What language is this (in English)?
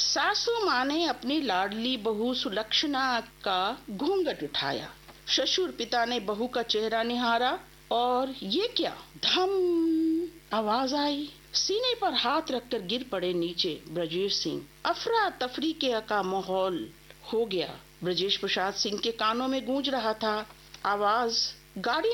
Hindi